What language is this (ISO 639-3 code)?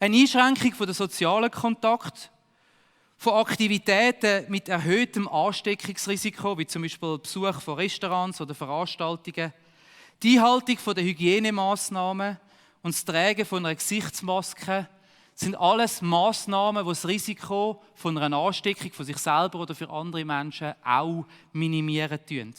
gsw